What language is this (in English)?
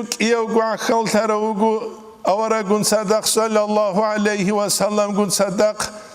Avaric